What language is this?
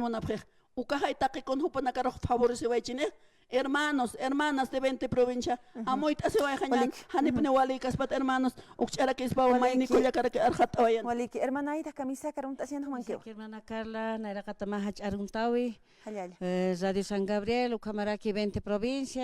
Aymara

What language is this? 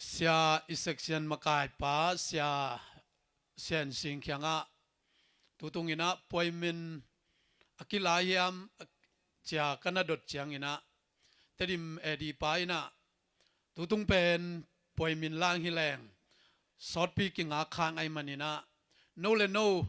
Tedim Chin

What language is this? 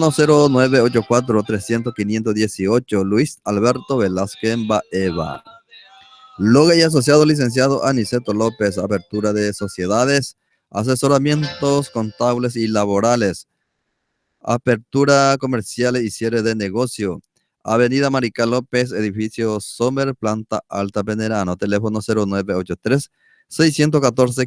Guarani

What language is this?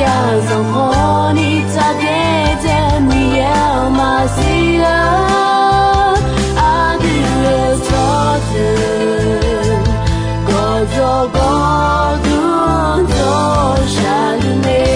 Akha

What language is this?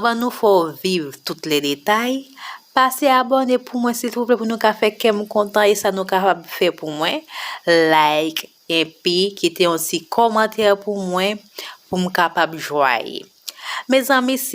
Haitian Creole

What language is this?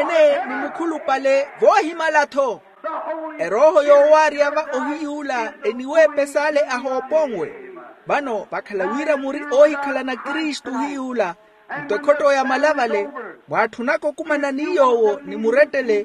Makhuwa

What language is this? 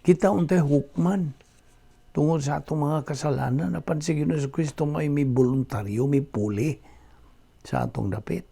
Cebuano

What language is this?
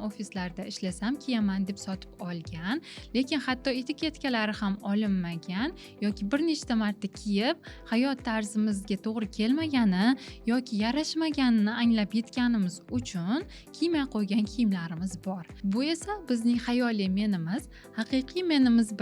Uzbek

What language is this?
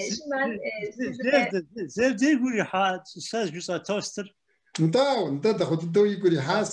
Kabardian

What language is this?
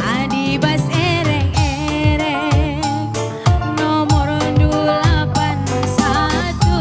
Batak Karo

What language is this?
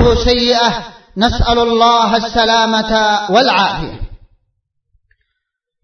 Arabic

